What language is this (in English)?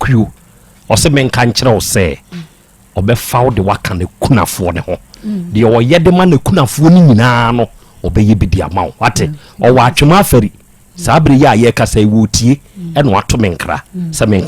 Akan